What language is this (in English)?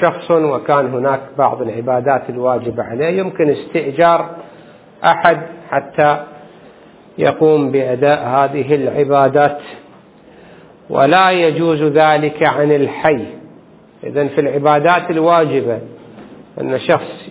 Arabic